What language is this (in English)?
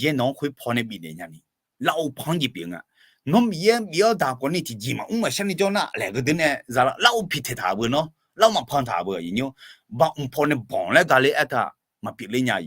Akha